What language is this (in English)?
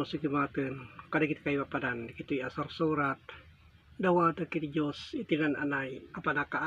Iloko